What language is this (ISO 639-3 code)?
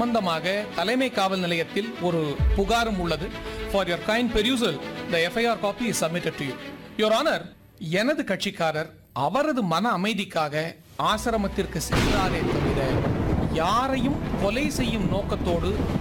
tam